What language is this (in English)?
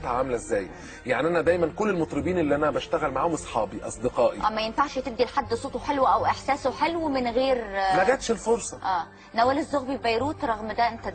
Egyptian Arabic